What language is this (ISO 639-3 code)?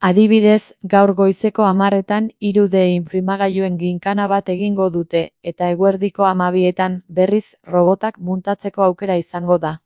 eus